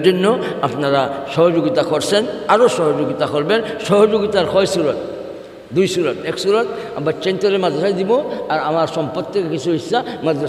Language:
Sylheti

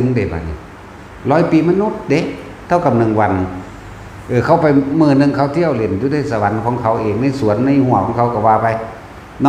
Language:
Northeastern Thai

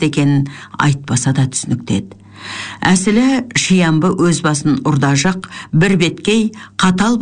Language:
Kazakh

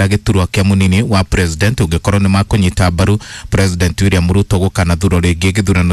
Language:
Kikuyu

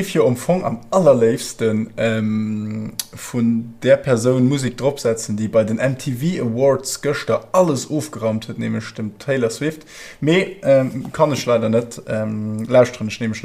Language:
Luxembourgish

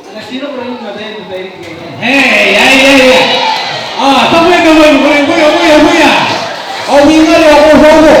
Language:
Gilbertese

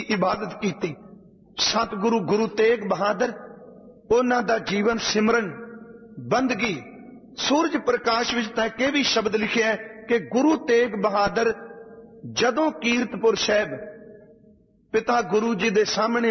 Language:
Punjabi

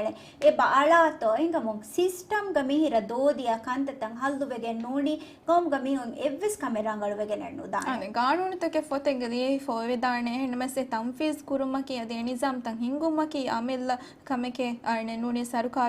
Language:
Divehi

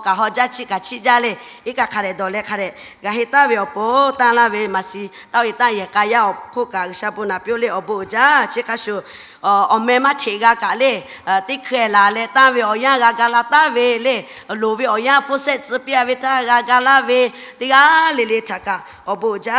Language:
Lahu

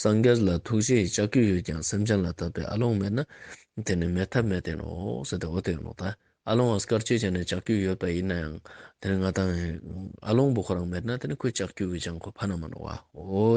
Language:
Ladakhi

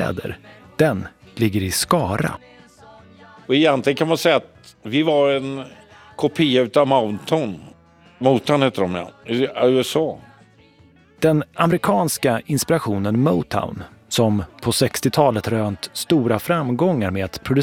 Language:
Swedish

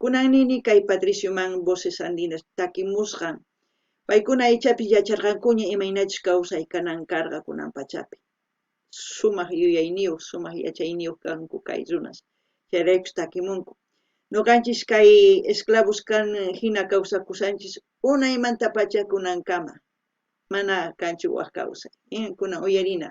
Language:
South Bolivian Quechua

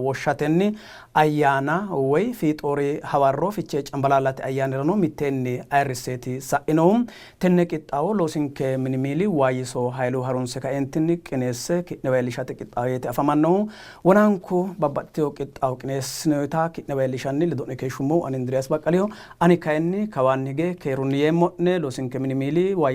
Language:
Sidamo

